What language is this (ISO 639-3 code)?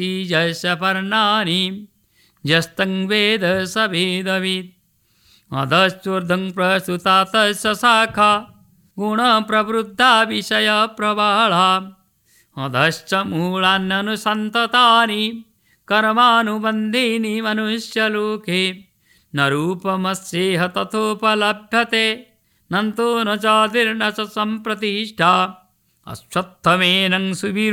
san